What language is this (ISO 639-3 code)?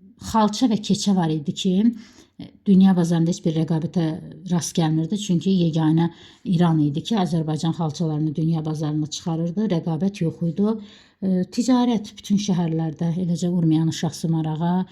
aze